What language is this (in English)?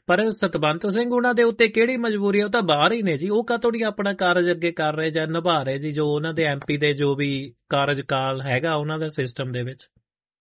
Punjabi